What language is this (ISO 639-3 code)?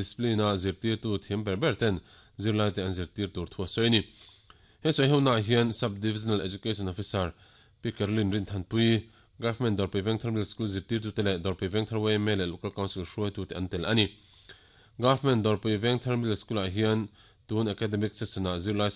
lus